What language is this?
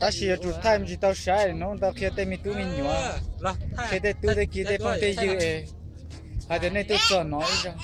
Hmong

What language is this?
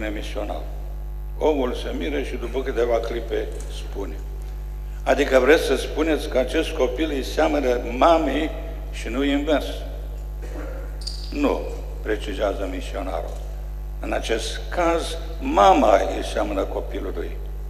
Romanian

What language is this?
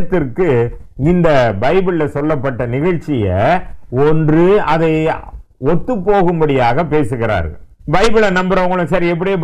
Tamil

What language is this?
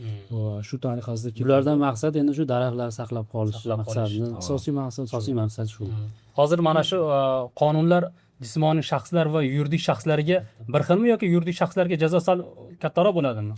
Uzbek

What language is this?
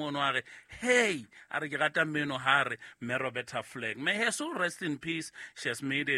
Southern Sotho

